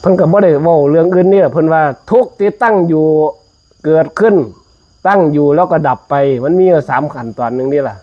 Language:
Northeastern Thai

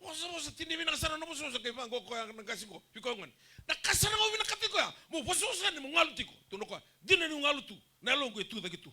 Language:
Fijian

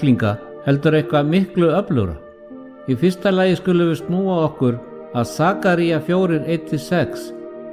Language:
Icelandic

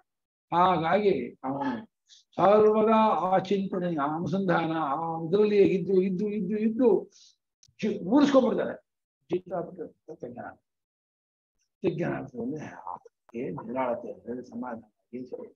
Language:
Kannada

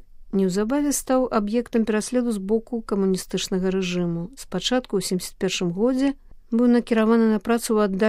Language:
Belarusian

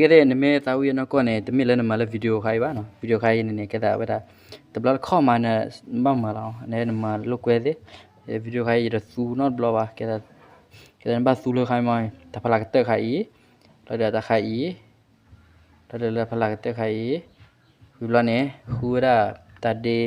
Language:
S'gaw Karen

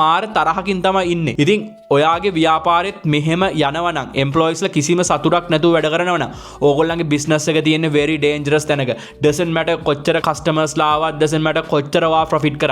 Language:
Sinhala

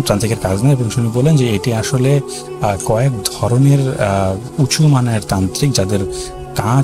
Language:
Bangla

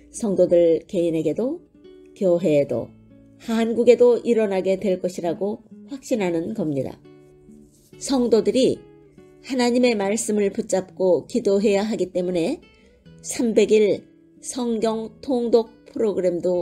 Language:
Korean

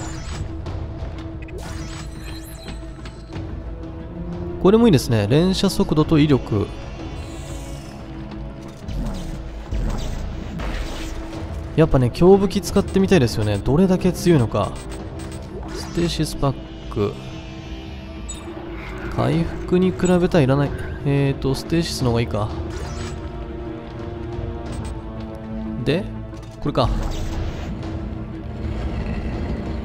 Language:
Japanese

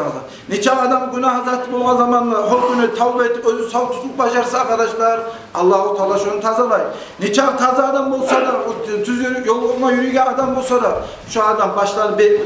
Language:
Kumyk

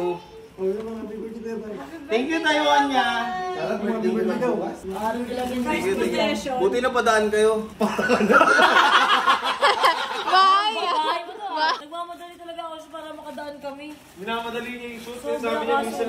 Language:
Filipino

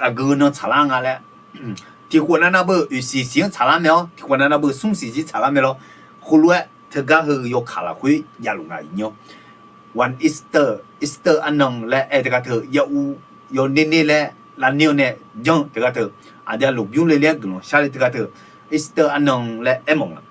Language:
Akha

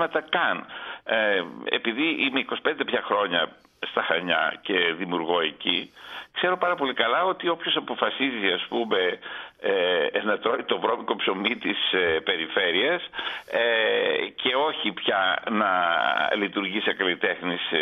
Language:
Greek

